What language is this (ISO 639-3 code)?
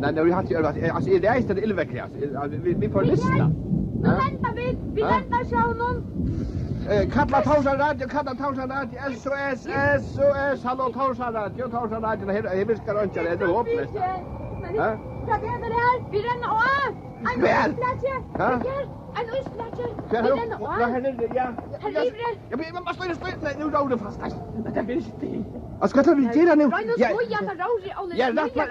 fao